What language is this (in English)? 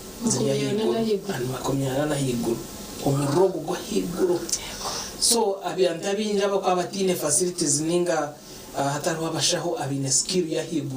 Nyankole